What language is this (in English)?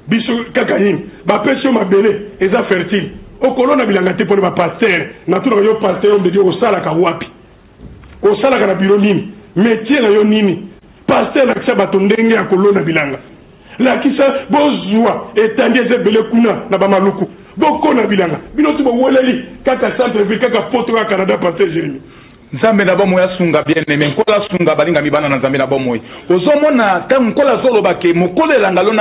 Lingala